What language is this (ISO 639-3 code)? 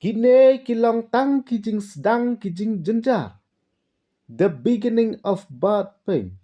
kha